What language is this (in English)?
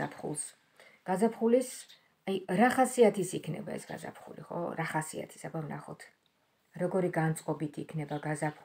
Georgian